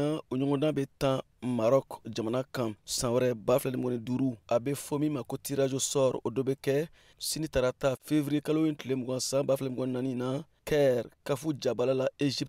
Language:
Bambara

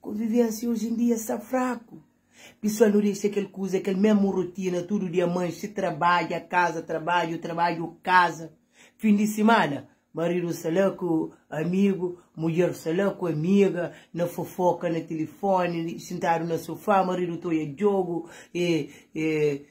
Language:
Kabuverdianu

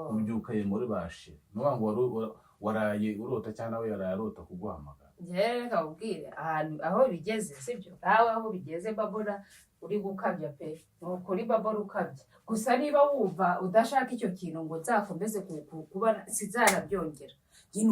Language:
Kinyarwanda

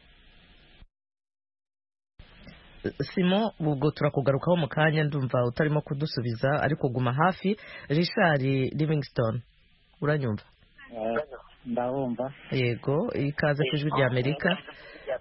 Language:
Kinyarwanda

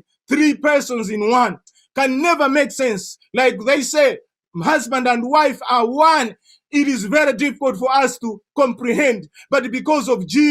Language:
English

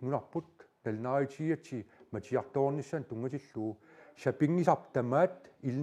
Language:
Kalaallisut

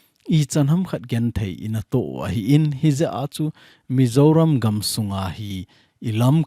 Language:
Thado Chin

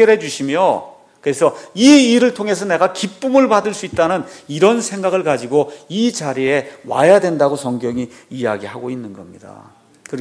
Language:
Korean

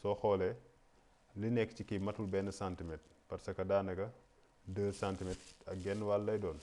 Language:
Wolof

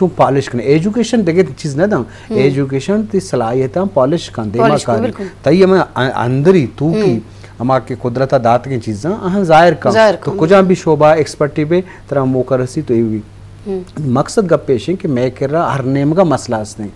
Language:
Baluchi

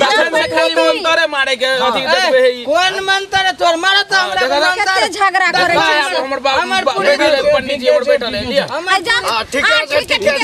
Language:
Maithili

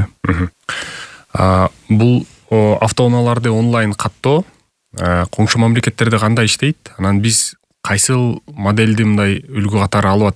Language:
Kyrgyz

